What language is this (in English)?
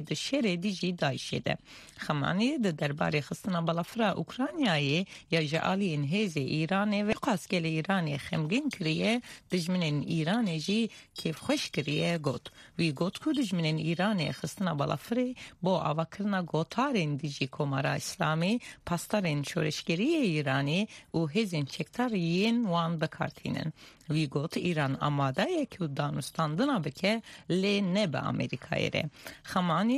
Kurdish